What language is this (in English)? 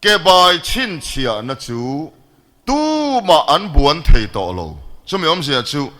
Mizo